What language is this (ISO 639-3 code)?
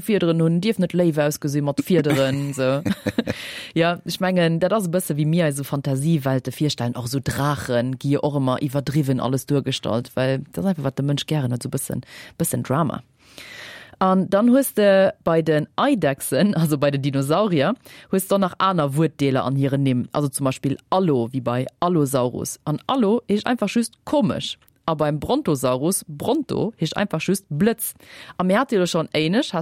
ltz